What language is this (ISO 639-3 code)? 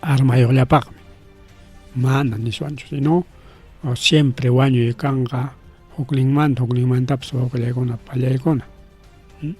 quy